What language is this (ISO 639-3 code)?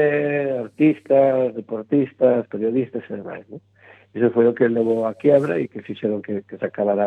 glg